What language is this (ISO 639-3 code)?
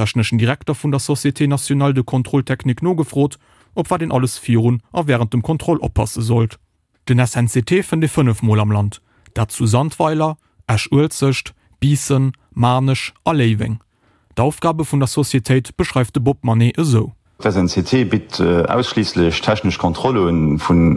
ltz